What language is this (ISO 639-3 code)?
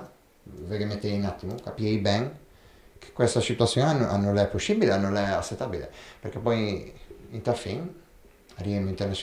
lij